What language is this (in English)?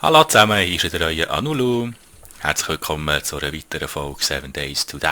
Swiss German